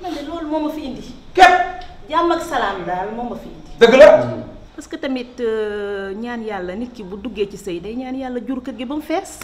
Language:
Wolof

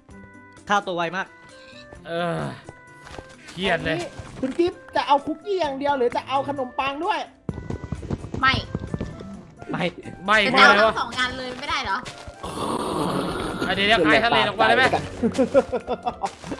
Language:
Thai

